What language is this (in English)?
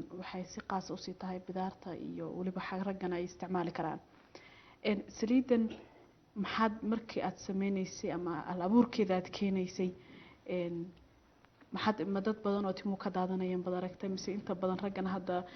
Somali